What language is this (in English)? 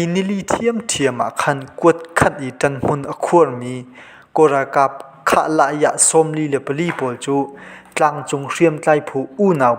Hakha Chin